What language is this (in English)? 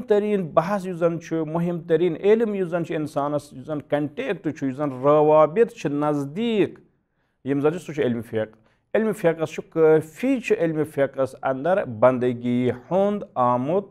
Kashmiri